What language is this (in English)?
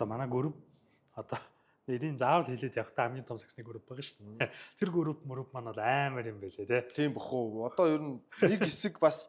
Mongolian